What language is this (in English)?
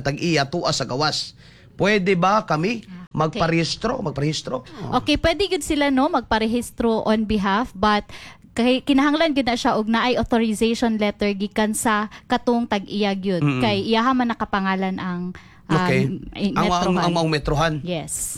Cebuano